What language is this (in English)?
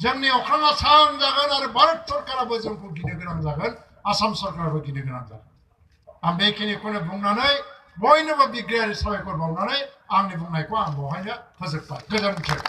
Bodo